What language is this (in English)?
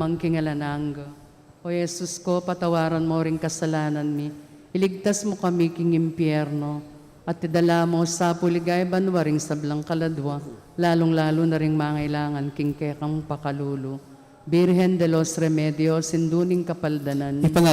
Pampanga